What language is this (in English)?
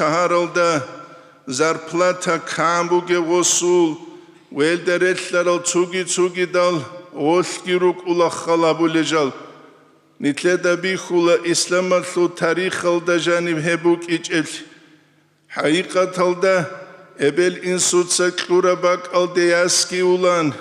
Avaric